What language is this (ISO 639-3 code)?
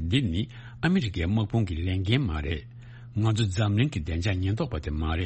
bod